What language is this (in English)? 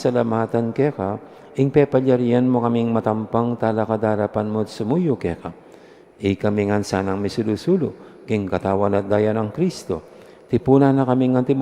Pampanga